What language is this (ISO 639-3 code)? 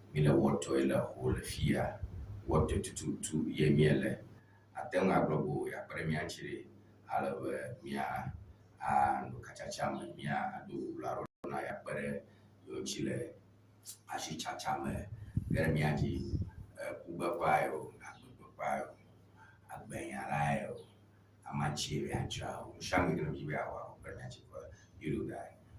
ewe